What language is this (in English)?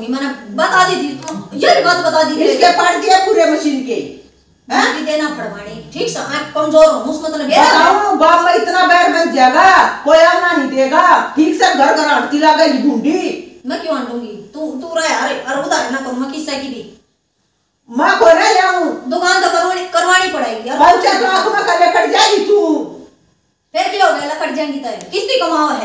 Haryanvi